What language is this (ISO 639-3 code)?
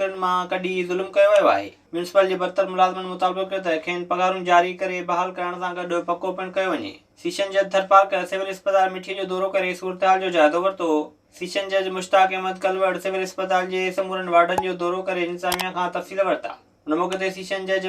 snd